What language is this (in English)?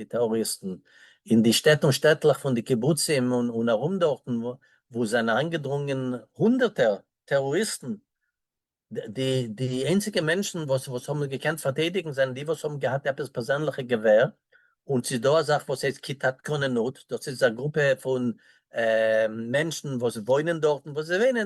Yiddish